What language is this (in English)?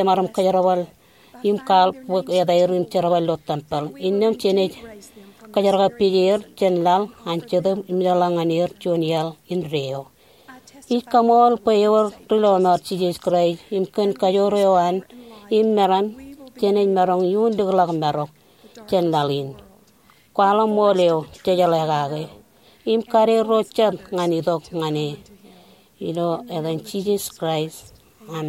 Marshallese